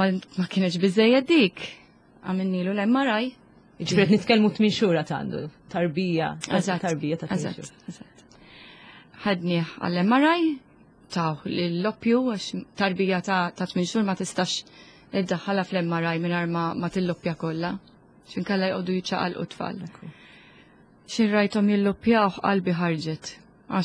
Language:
Maltese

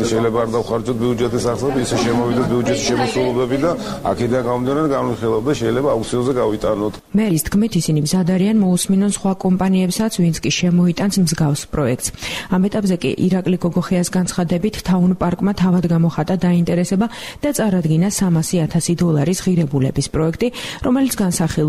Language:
Georgian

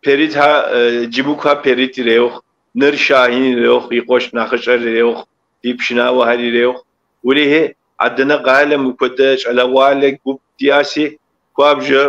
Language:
Kabardian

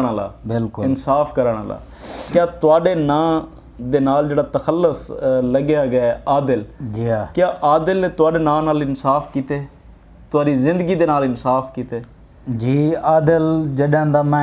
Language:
Saraiki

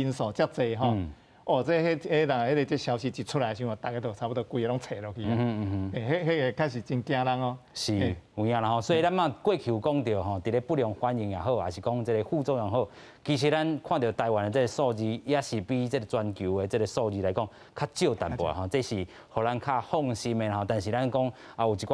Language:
Min Nan Chinese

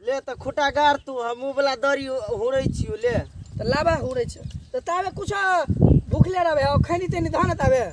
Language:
Maithili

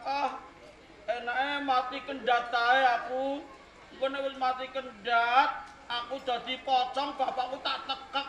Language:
Javanese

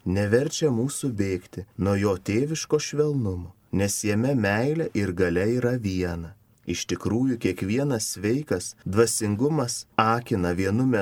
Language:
Lithuanian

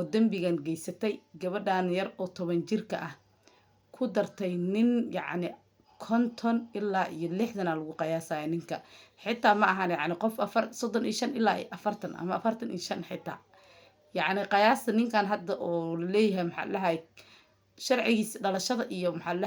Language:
Somali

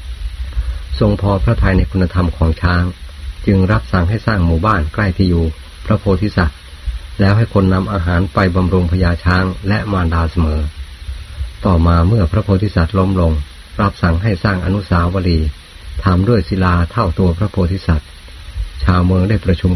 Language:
Thai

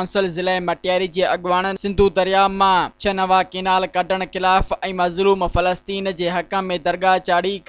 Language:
Sindhi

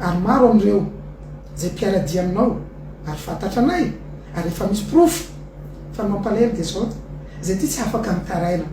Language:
Malagasy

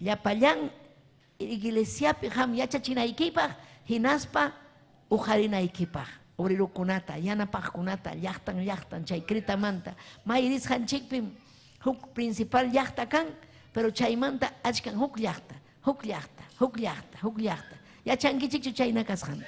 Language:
Ayacucho Quechua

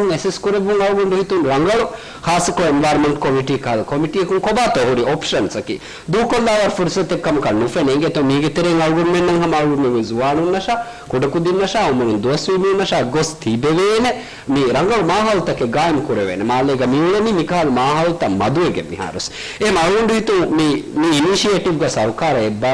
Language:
Divehi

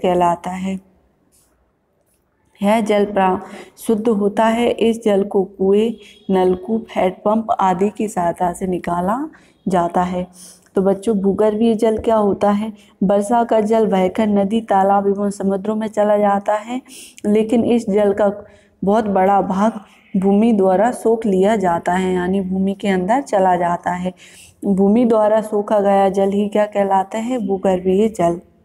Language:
Hindi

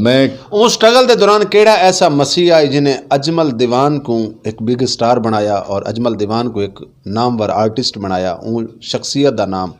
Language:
Saraiki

